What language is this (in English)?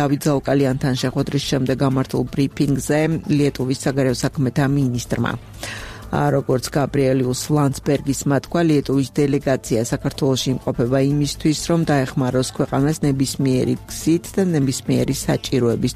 Georgian